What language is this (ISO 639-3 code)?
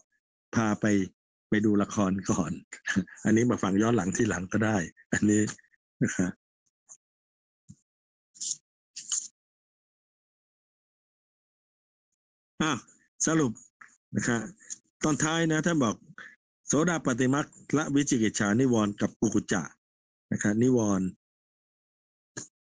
tha